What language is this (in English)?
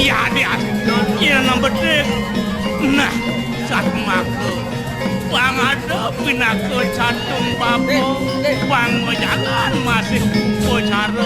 Balinese